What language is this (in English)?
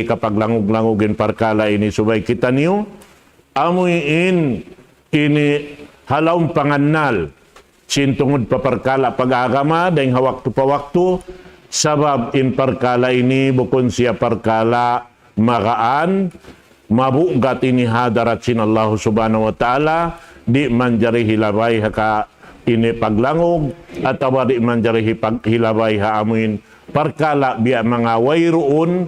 Tausug